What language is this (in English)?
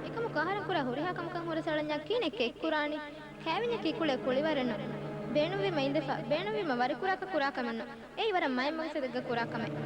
Divehi